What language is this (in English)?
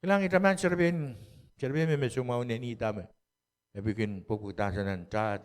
Pohnpeian